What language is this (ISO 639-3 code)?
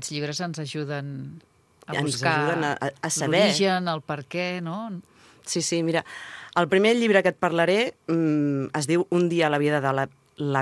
cat